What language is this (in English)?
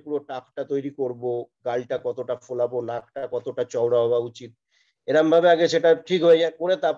Bangla